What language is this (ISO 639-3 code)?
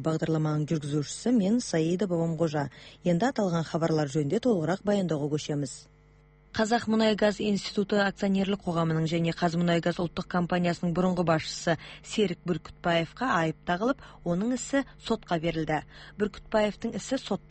kaz